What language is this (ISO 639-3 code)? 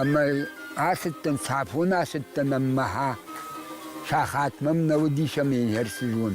oss